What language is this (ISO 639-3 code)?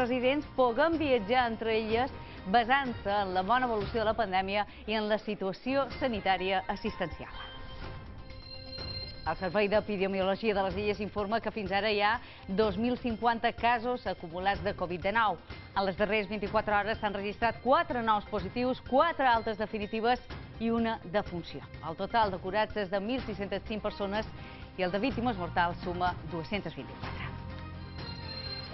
cat